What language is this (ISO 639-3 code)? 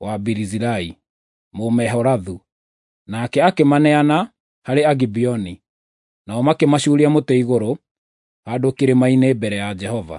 kik